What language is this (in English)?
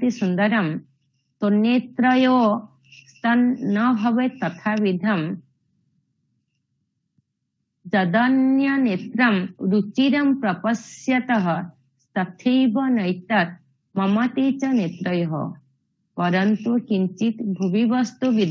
Sanskrit